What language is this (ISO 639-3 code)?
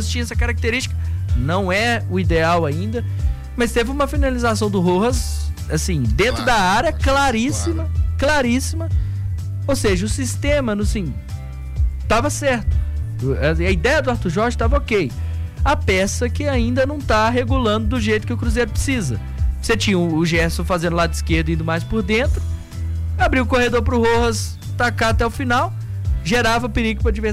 por